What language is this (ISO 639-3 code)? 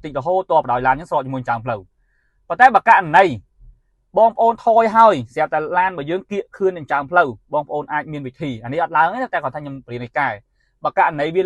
khm